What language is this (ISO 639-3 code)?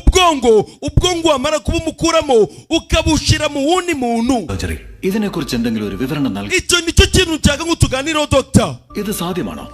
kin